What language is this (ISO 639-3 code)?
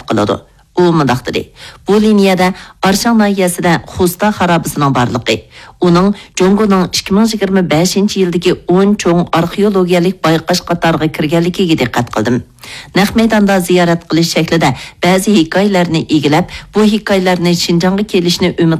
uig